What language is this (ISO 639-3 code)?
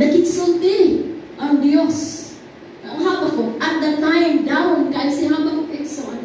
ceb